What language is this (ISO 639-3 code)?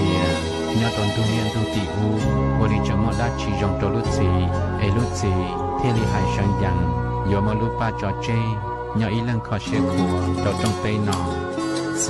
hmn